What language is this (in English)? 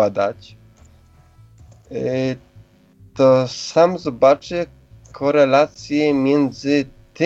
Polish